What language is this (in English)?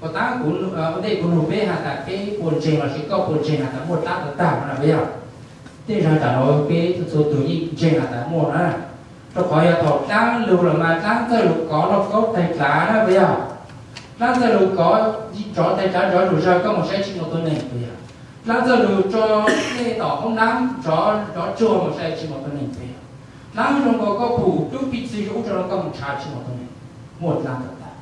Hmong